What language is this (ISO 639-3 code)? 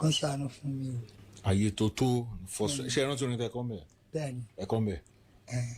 yor